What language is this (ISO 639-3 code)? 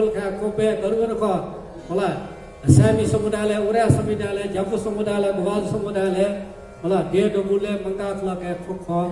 new